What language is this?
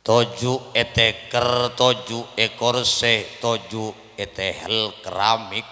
Madurese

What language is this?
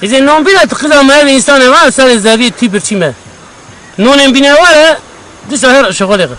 Kurdish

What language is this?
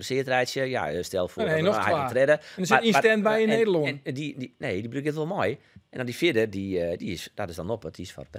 Western Frisian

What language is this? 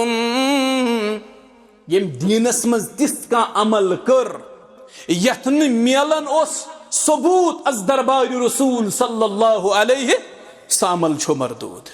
Kashmiri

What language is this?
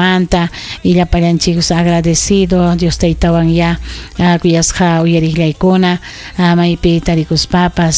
Ayacucho Quechua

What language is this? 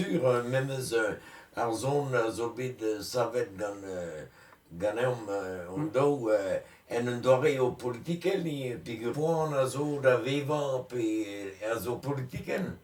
Breton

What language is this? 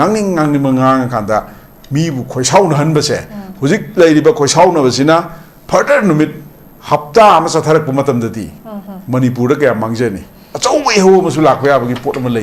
Manipuri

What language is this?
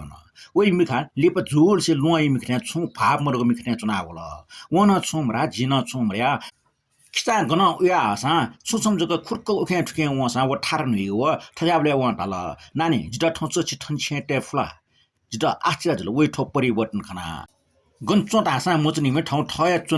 Newari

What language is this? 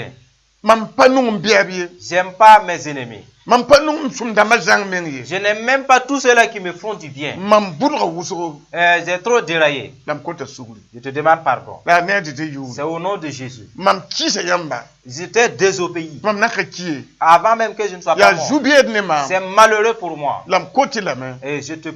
Mossi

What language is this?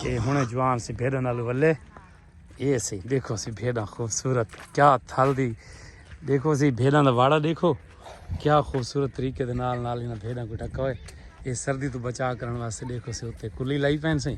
Saraiki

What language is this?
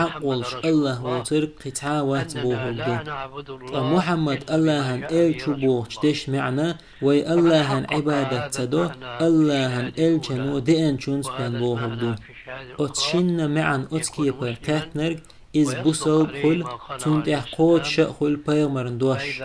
Chechen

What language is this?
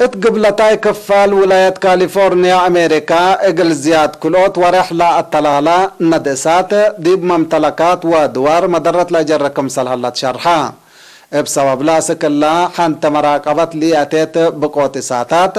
Tigre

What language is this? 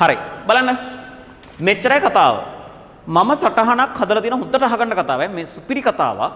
Sinhala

